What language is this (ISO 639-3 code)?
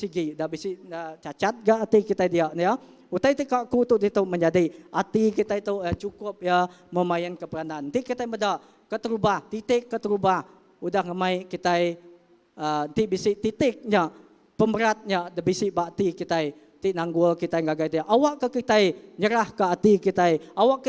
iba